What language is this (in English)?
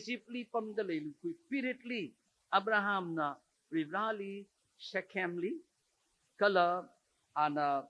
Tangkhul Naga (India)